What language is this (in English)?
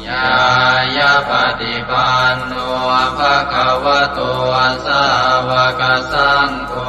Pali